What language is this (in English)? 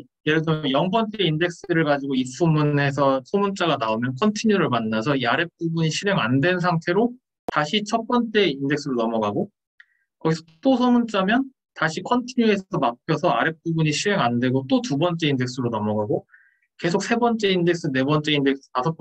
Korean